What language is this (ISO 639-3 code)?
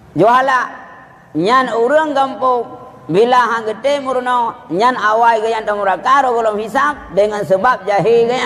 ace